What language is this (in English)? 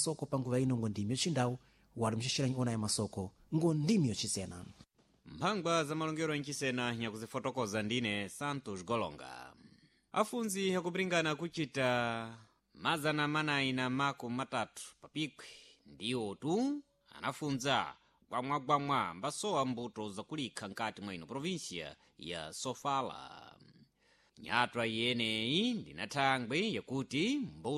Sena